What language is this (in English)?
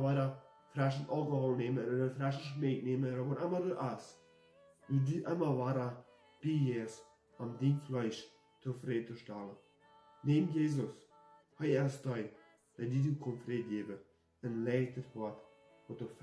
Plautdietsch